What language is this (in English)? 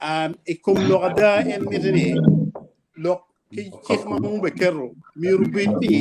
Acoli